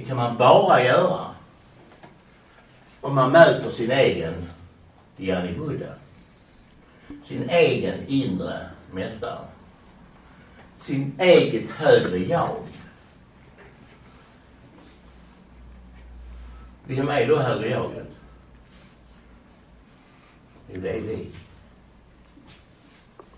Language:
Swedish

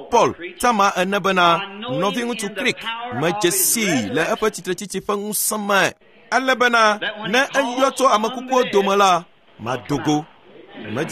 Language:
Ewe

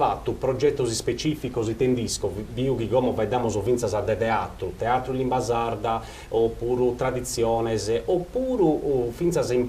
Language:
Sardinian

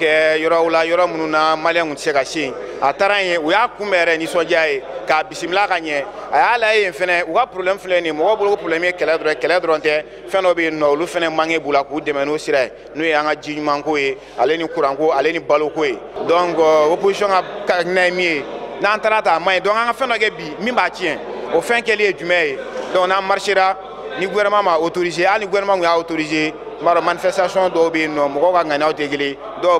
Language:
Bambara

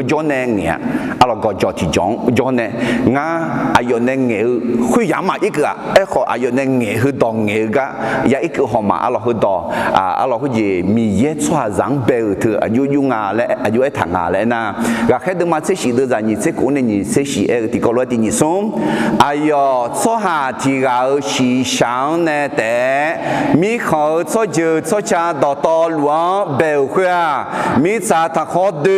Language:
Akha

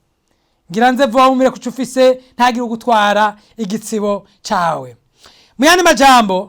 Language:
Rundi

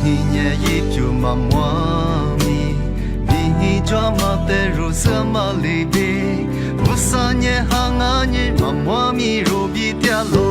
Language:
Lisu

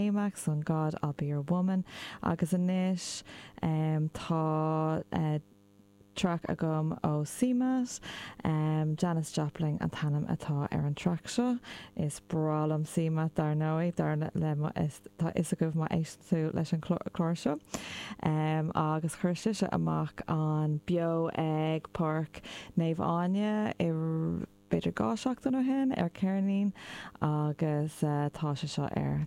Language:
Irish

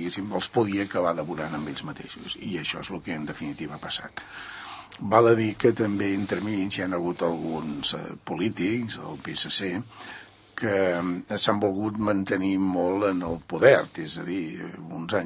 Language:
Catalan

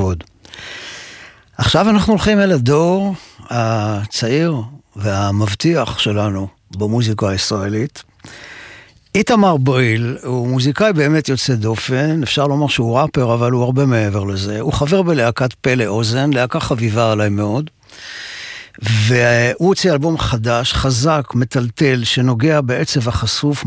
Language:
Hebrew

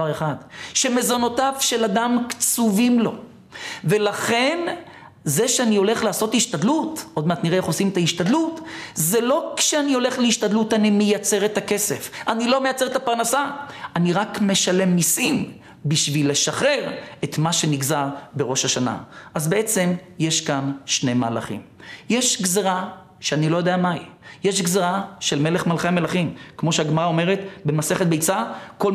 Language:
Hebrew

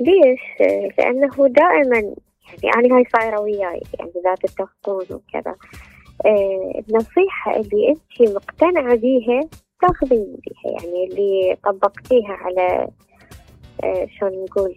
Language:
Mesopotamian Arabic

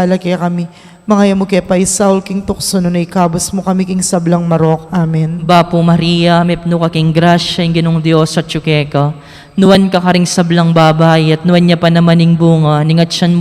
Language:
Pampanga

